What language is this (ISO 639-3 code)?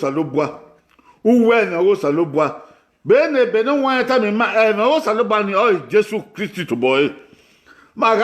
bin